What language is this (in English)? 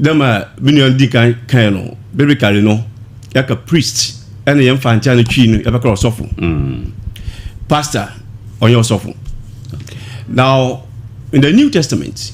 Akan